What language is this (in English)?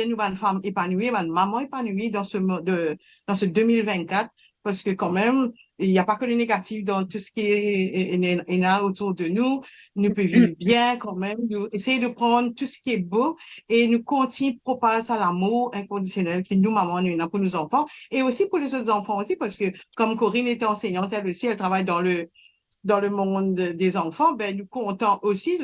Morisyen